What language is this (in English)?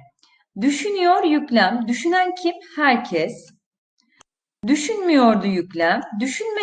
Turkish